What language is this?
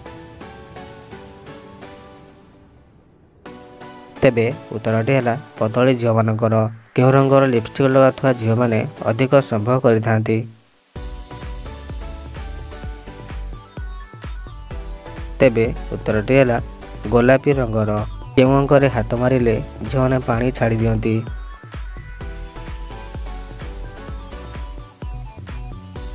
Odia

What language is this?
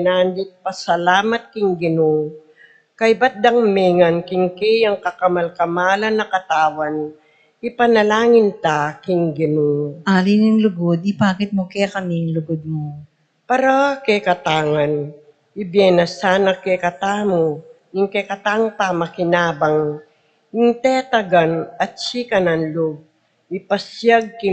Pampanga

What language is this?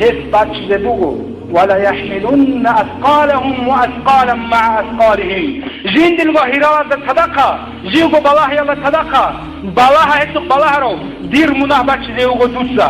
Avaric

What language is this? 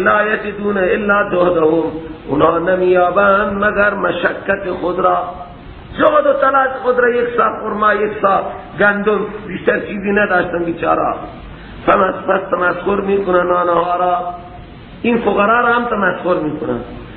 Persian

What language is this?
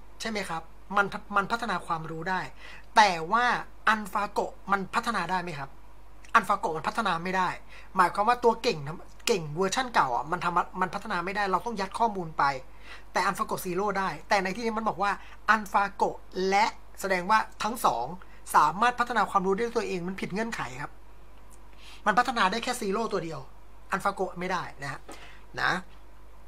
Thai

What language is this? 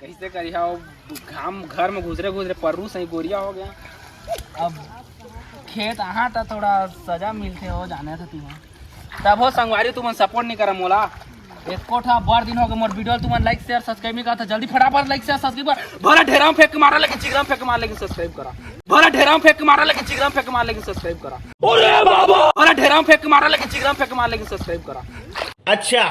Chhattisgarhi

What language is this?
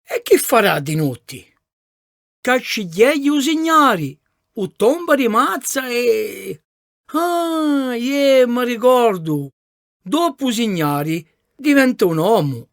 Corsican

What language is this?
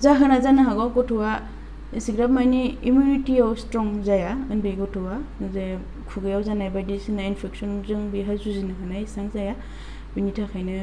Bodo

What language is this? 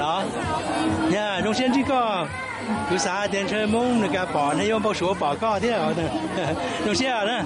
Hmong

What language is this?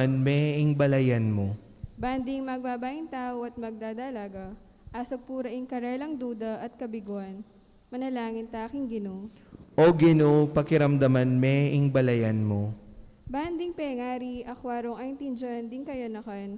Pampanga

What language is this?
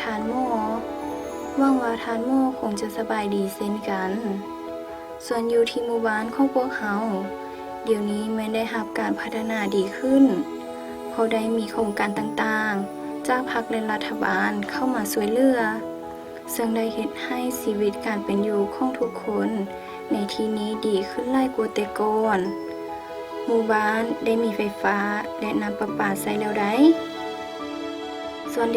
Lao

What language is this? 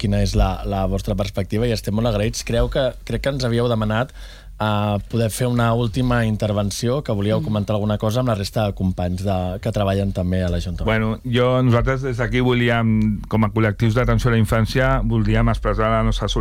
Catalan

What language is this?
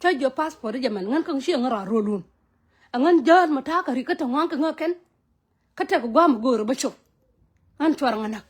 Nuer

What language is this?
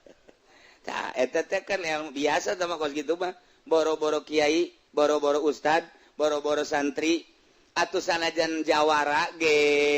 Sundanese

